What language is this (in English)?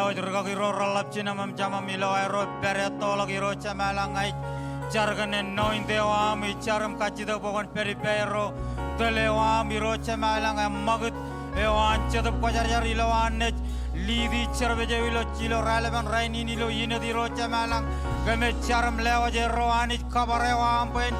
Marshallese